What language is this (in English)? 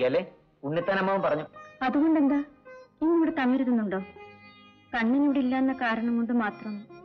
Malayalam